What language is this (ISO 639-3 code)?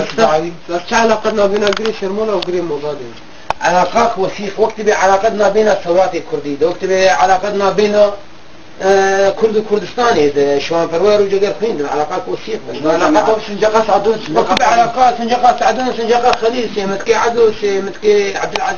kur